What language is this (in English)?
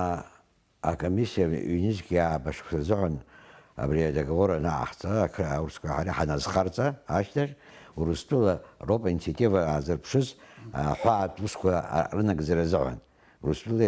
Abkhazian